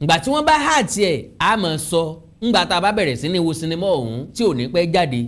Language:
Yoruba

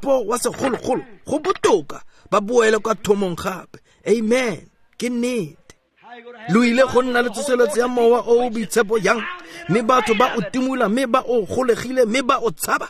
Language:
Tswana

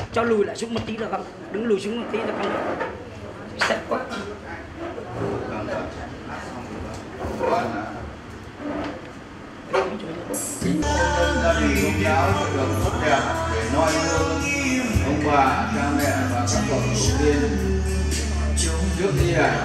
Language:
Vietnamese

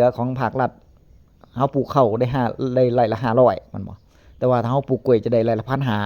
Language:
Northeastern Thai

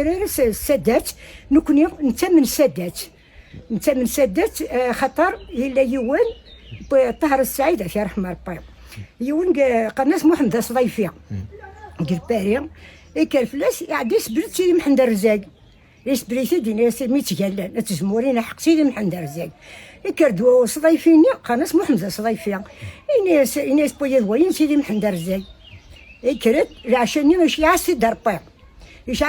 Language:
Kabyle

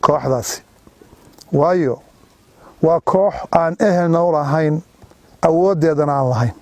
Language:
Somali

